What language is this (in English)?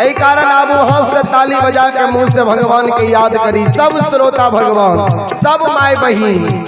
Maithili